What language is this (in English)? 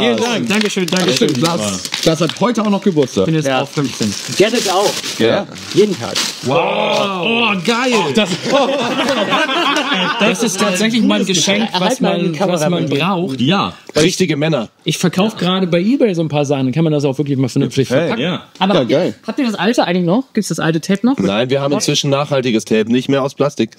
German